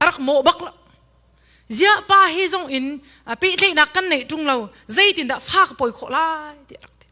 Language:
Hakha Chin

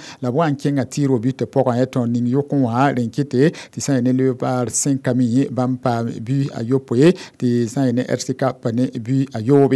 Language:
Mossi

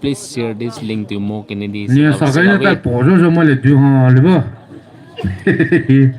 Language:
Poumei Naga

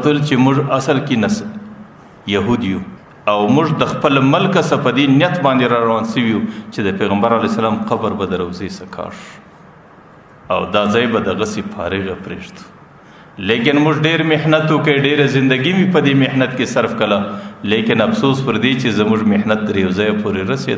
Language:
Pashto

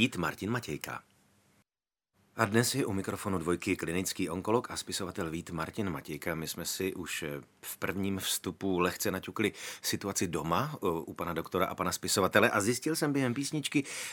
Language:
Czech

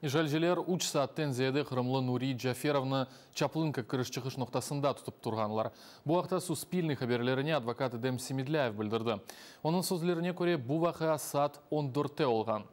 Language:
Crimean Tatar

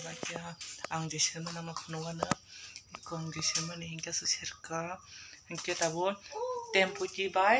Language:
Kok Borok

